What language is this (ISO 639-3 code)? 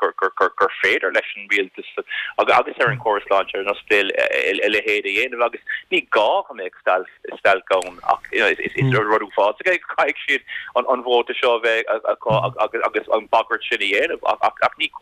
gle